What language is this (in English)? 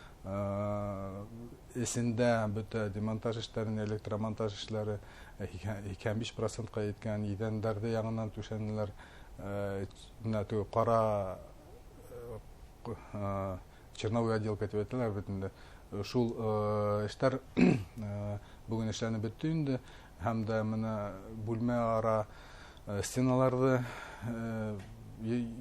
Bashkir